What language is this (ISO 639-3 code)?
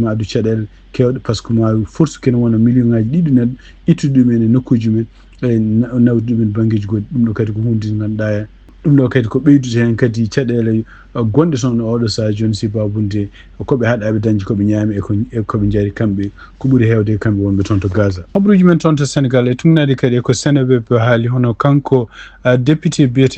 ful